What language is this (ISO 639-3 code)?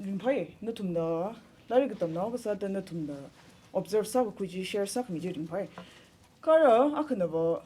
nmf